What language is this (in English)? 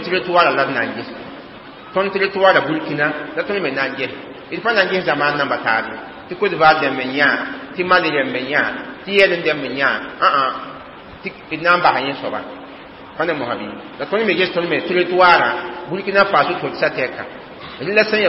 Mossi